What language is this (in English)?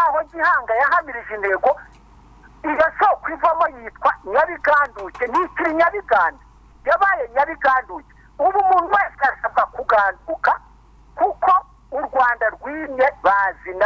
Kinyarwanda